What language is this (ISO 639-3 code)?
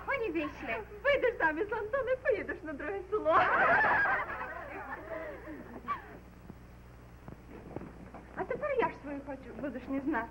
ukr